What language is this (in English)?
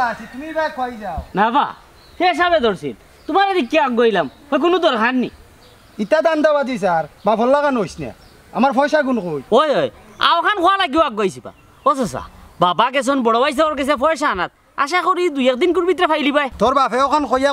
Sylheti